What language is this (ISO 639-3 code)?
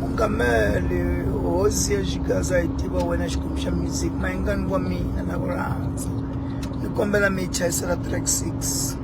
tso